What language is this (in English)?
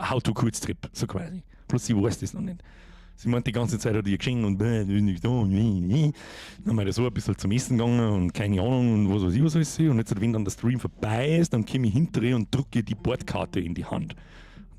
Bavarian